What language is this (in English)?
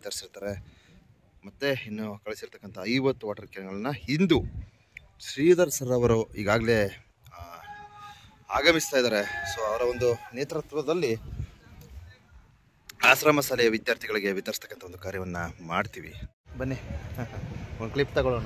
Kannada